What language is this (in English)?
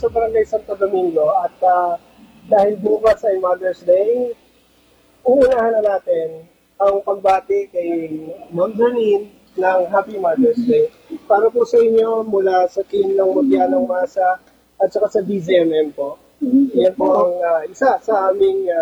Filipino